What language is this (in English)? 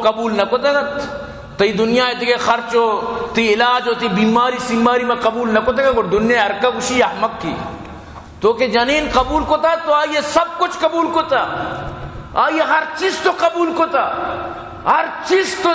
Eastern Balochi